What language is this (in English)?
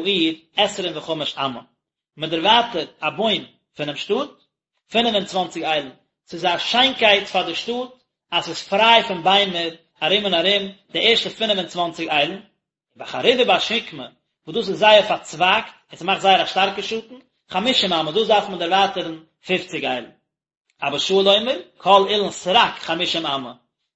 Yiddish